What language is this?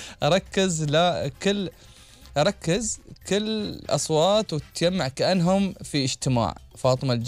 Gulf Arabic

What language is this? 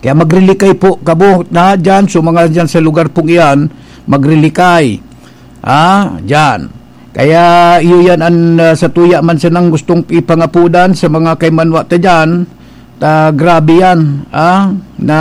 Bikol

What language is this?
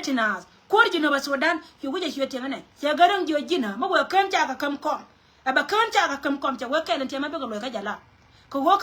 Nuer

